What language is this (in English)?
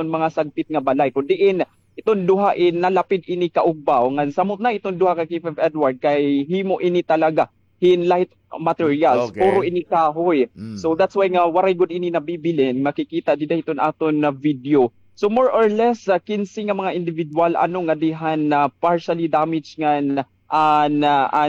Waray